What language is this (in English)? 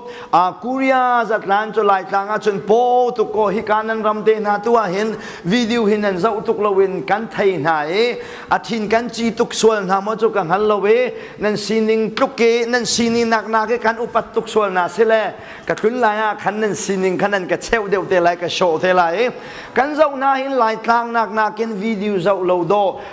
Hakha Chin